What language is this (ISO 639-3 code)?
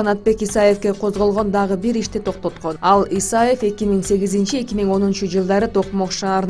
kir